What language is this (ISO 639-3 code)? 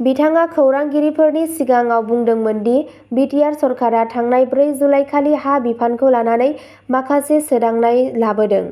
brx